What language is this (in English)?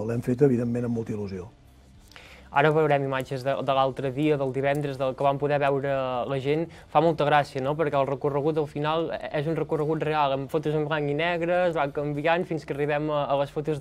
Catalan